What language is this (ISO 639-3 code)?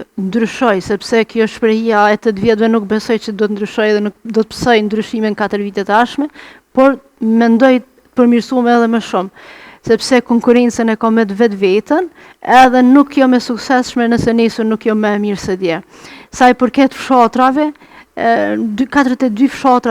sqi